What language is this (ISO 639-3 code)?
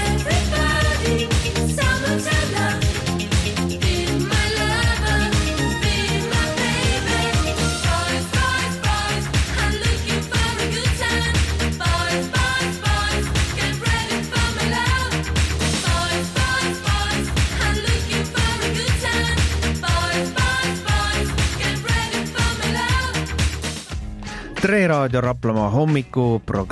est